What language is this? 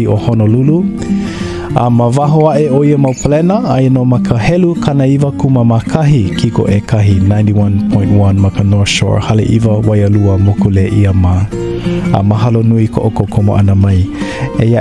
Hawaiian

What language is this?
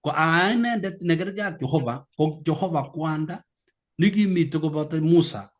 Kalenjin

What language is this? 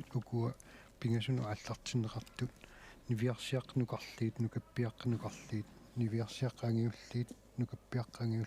Kalaallisut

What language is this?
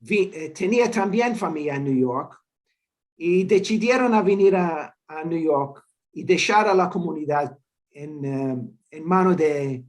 Ladino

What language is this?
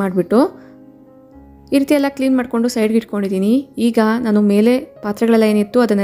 Kannada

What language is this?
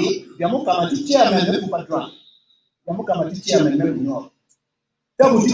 Acoli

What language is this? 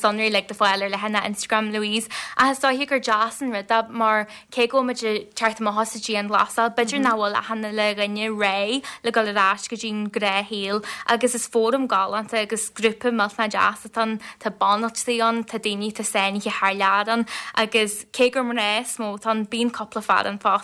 Irish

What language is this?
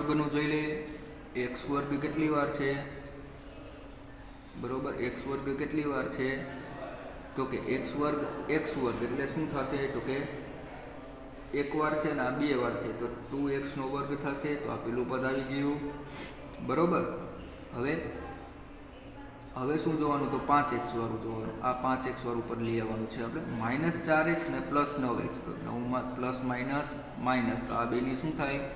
Gujarati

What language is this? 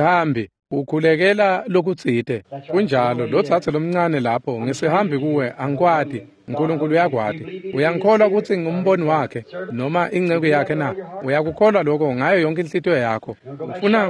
Swati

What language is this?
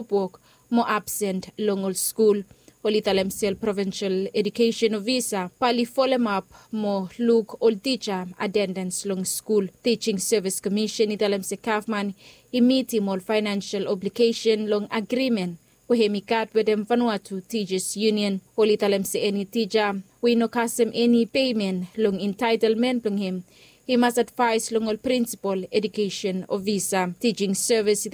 Bislama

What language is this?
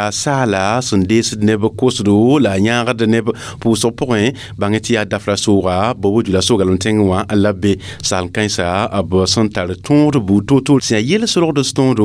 Mossi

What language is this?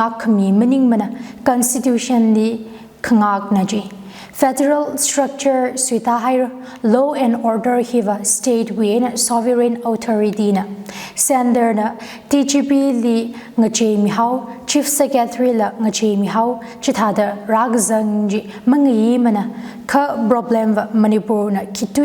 Tangkhul Naga (India)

